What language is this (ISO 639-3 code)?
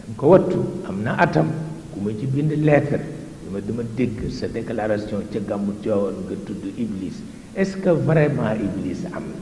wol